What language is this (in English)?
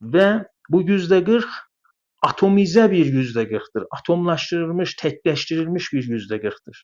South Azerbaijani